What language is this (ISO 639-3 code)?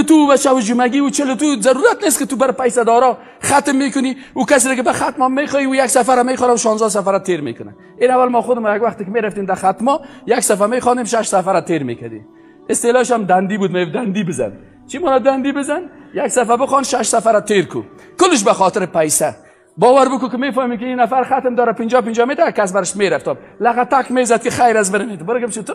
fas